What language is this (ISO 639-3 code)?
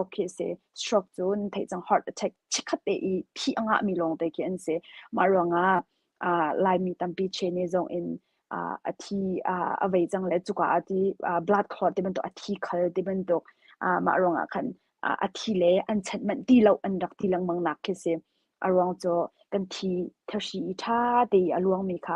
cnh